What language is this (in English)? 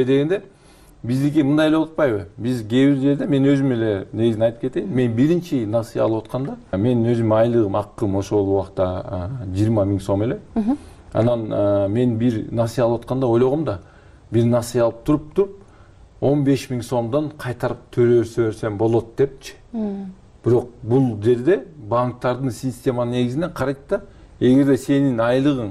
Kyrgyz